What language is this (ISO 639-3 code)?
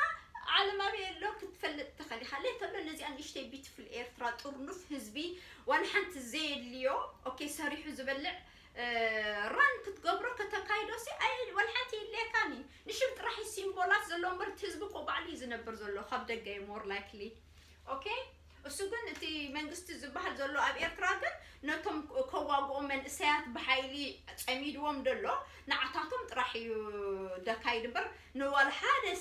tir